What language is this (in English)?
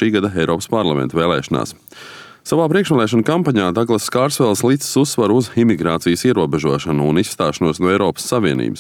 Latvian